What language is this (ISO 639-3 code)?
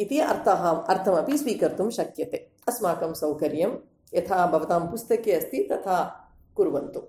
san